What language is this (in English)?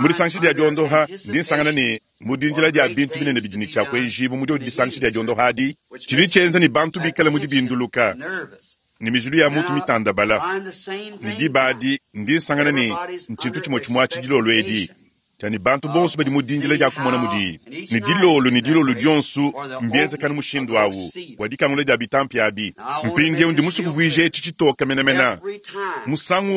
Luba-Lulua